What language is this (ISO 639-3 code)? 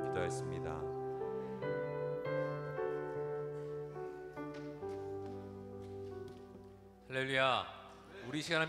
kor